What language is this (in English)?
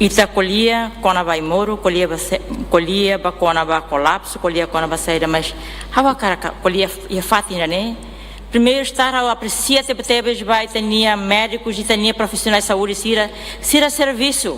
Tetum